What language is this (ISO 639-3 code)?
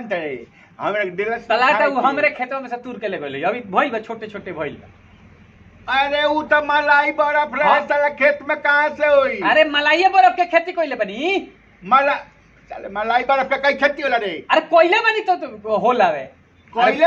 bho